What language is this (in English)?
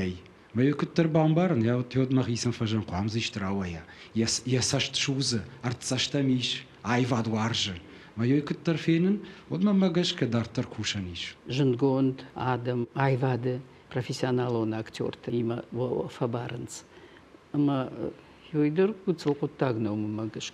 Ossetic